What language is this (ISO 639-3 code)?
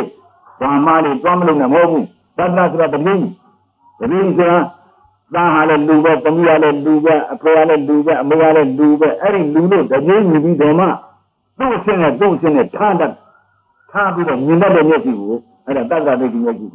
mya